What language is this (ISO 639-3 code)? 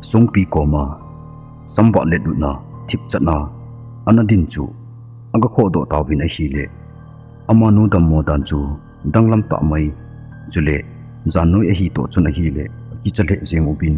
tcz